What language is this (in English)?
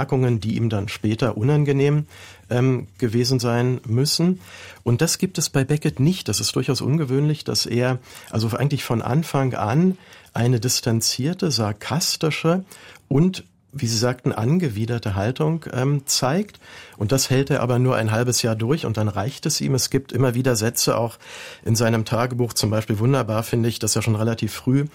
German